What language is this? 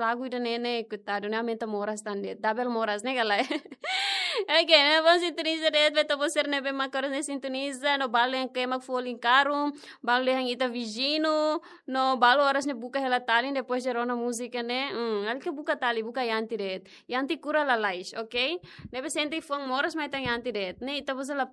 Tetum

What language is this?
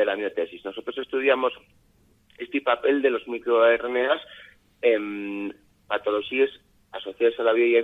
Asturian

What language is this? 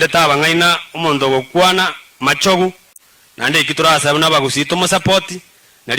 Gusii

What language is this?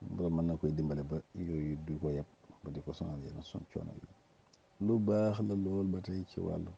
Wolof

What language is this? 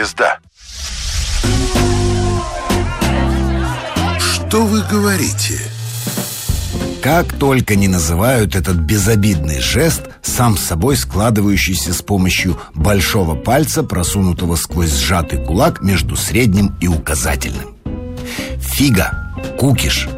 Russian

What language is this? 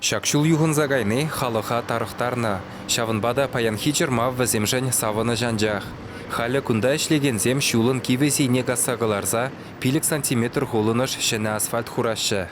Chuvash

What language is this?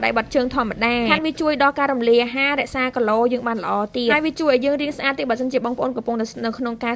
Khmer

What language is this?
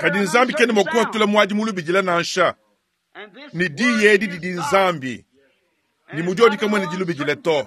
Luba-Lulua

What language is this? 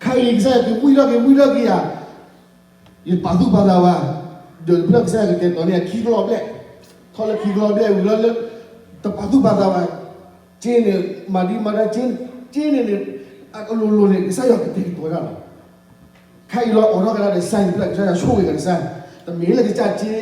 S'gaw Karen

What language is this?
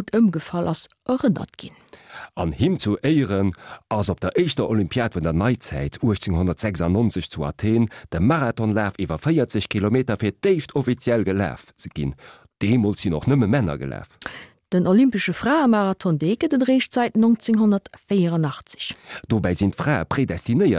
Luxembourgish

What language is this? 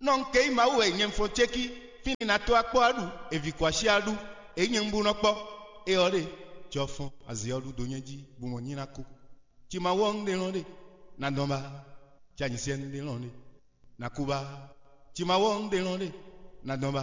Fon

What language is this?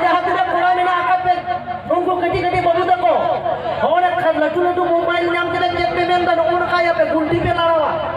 Santali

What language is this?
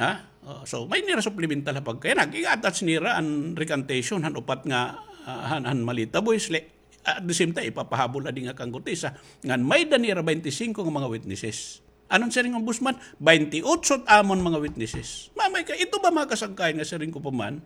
Waray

